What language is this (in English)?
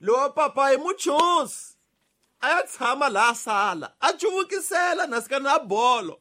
Tsonga